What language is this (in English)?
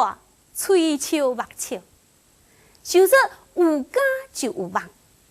Min Nan Chinese